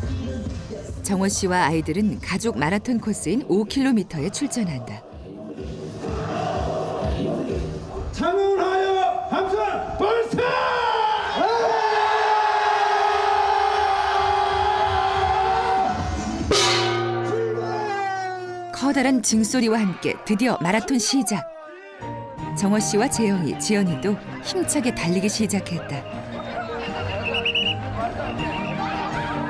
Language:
Korean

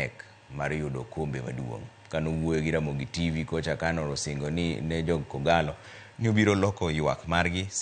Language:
Luo (Kenya and Tanzania)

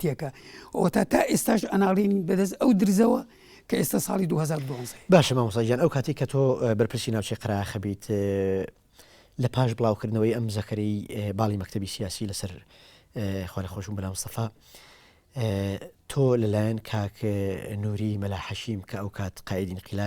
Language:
Central Kurdish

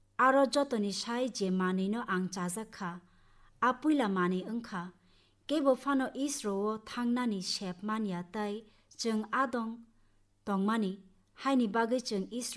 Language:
Kok Borok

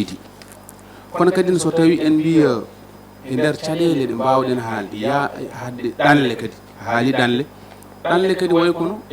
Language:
Fula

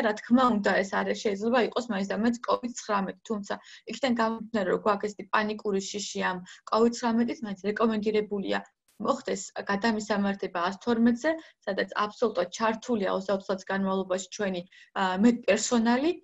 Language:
Georgian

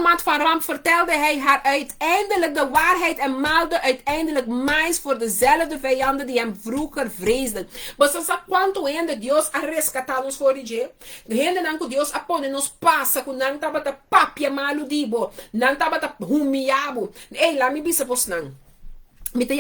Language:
Papiamento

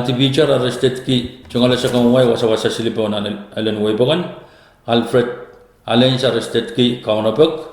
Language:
Pohnpeian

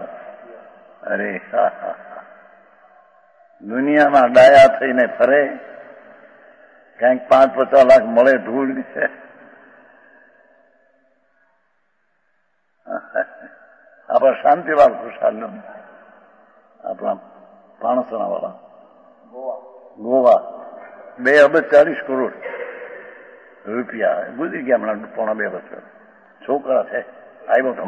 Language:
Gujarati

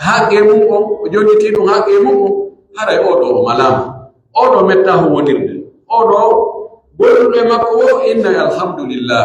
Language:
Pular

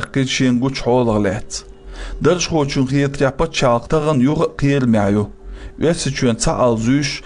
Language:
Chechen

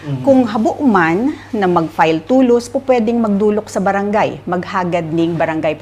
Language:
Bikol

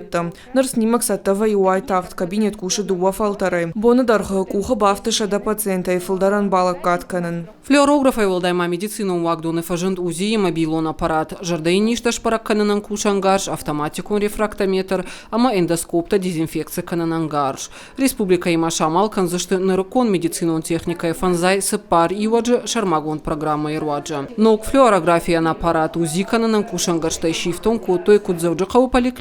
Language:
Ossetic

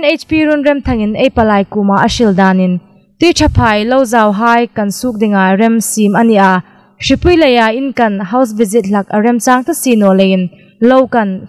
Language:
Hmar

